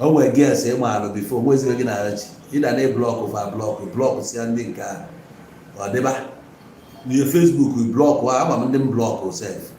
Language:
Igbo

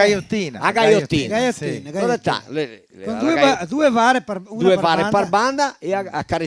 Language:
Venetian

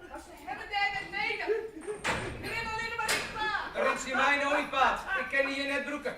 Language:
Western Frisian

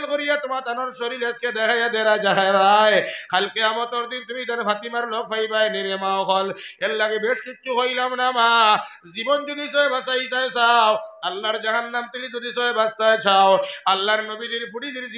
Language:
Sylheti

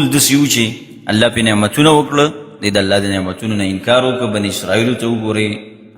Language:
Pashto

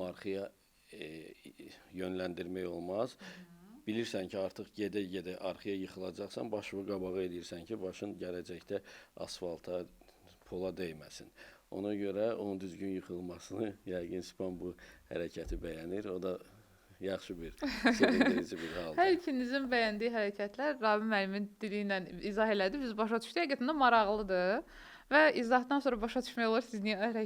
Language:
Azerbaijani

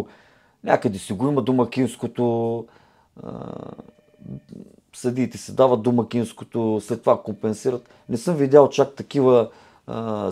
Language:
Bulgarian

